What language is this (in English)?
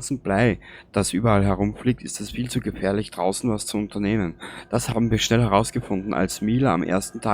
Bavarian